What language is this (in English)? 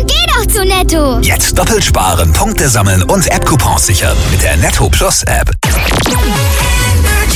German